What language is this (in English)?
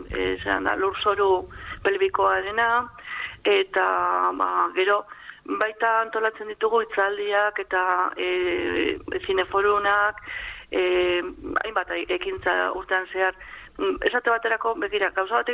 Basque